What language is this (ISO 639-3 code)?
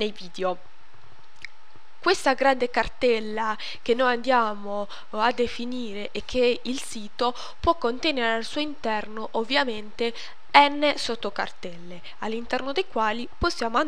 ita